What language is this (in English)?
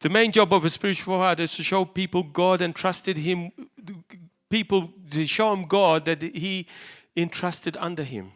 English